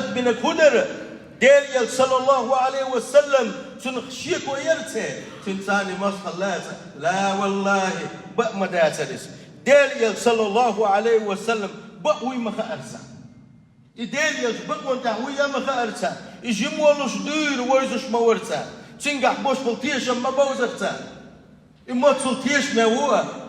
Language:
Chechen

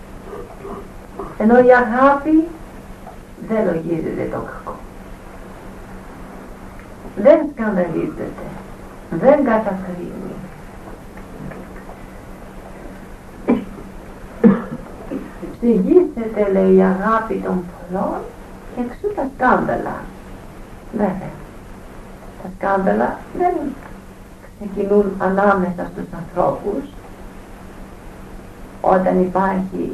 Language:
Greek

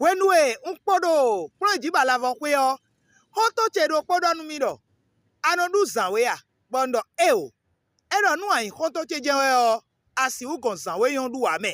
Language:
Fon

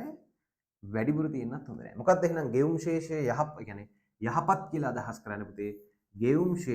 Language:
Sinhala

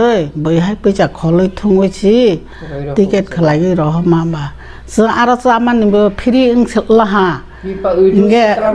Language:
Kok Borok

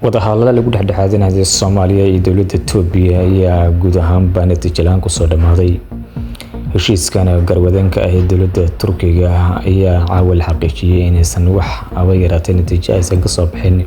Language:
Somali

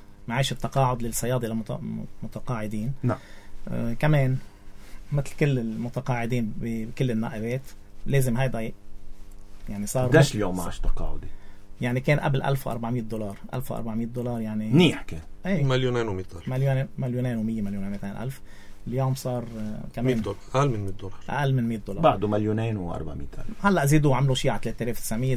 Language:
North Levantine Arabic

